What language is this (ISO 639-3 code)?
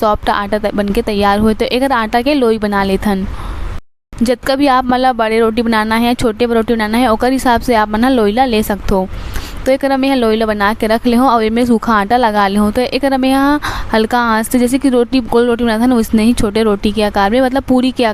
hne